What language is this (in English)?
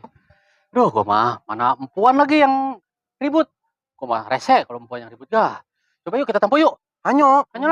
Betawi